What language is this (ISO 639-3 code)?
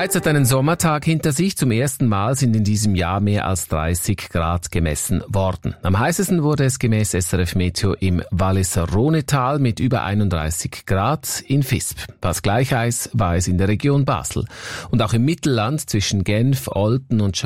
deu